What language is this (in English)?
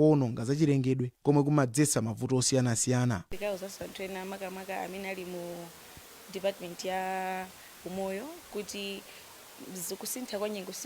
Nyanja